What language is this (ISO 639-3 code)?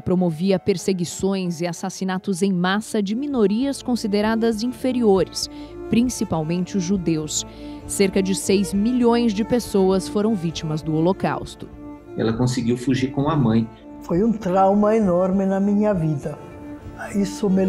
por